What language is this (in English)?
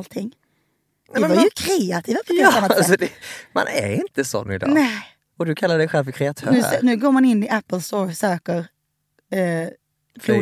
Swedish